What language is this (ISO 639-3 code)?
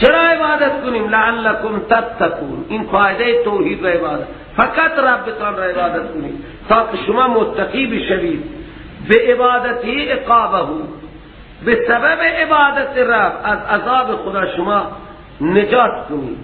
fas